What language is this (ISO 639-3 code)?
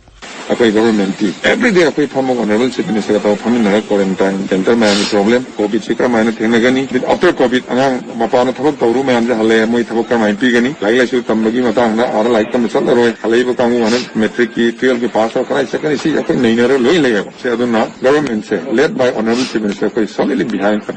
mni